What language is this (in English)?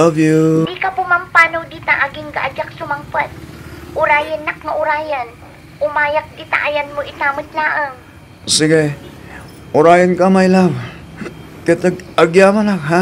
Iloko